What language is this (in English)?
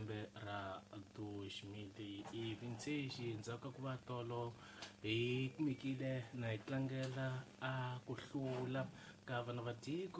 Tsonga